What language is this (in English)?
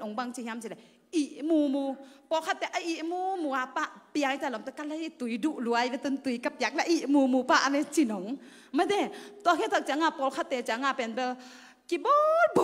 Tedim Chin